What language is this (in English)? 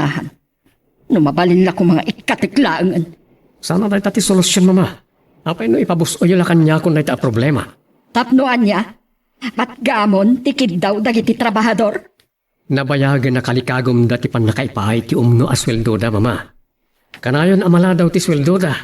Iloko